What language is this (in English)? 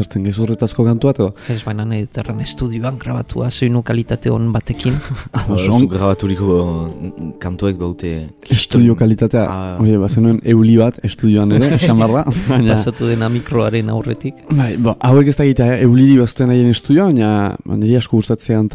Basque